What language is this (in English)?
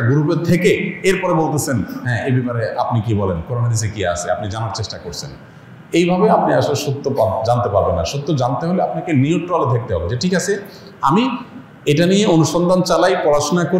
Bangla